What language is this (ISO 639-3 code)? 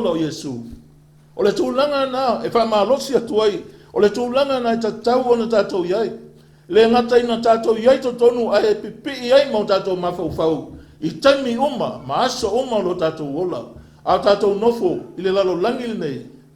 smo